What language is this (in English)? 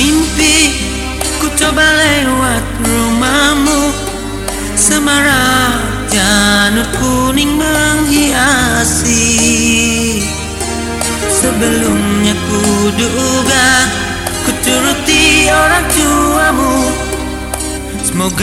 Indonesian